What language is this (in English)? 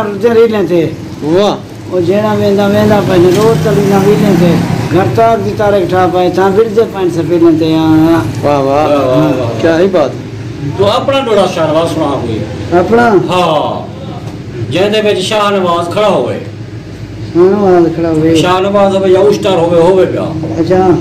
Saraiki